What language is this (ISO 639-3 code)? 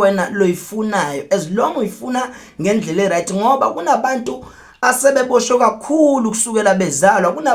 zul